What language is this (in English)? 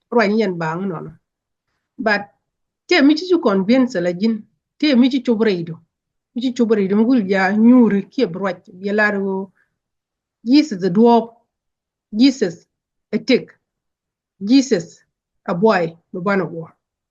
Nuer